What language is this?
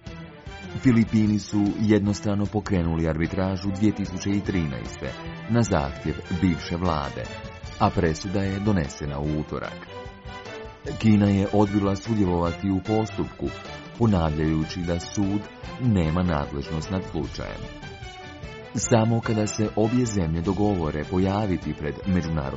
Croatian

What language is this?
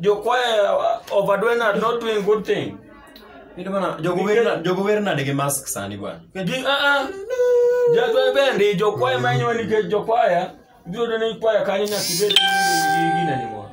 Luo (Kenya and Tanzania)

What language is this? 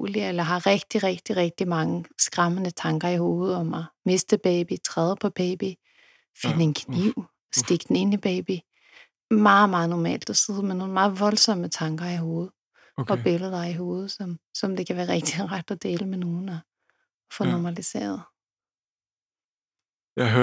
Danish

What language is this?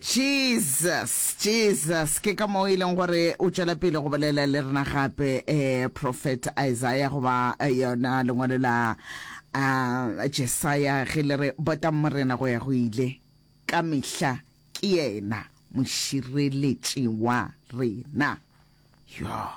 Northern Sotho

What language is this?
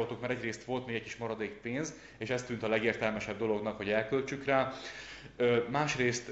Hungarian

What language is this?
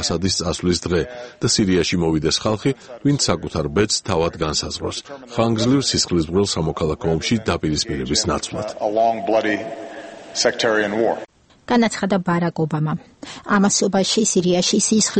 Georgian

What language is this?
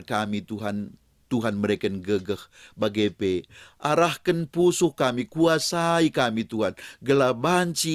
Batak Karo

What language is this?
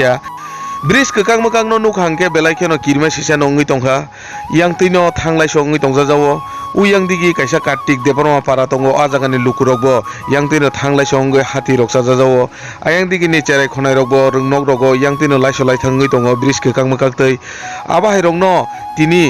Kok Borok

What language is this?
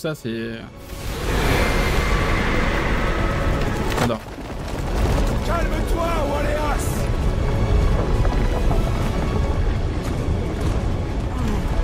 French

